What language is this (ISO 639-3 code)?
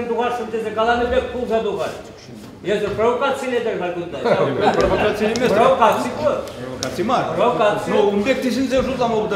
chv